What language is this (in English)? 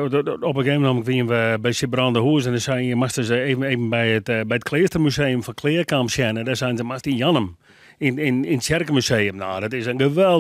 Western Frisian